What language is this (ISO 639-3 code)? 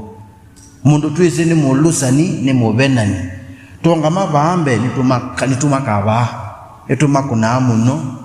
kam